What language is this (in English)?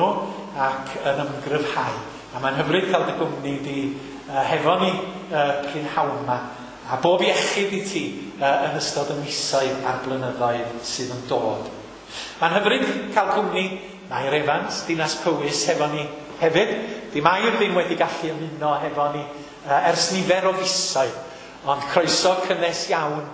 Welsh